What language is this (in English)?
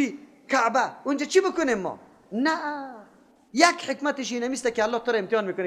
Persian